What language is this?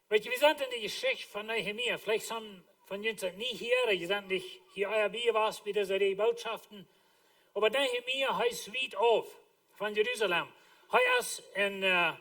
Plautdietsch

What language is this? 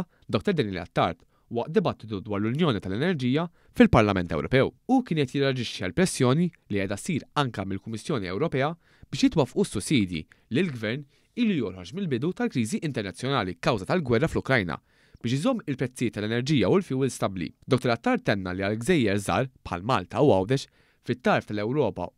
Maltese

